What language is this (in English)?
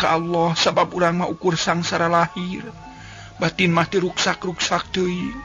Sundanese